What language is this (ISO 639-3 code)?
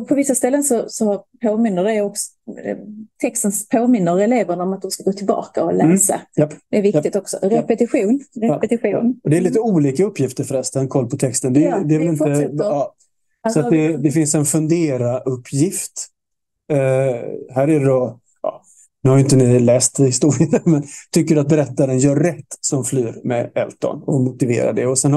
swe